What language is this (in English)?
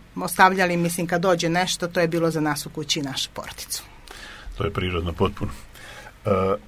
Serbian